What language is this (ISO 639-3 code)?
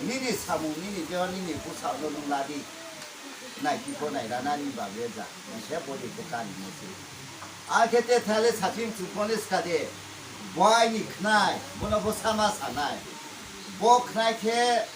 ria